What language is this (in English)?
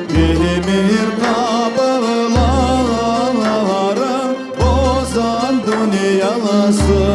Crimean Tatar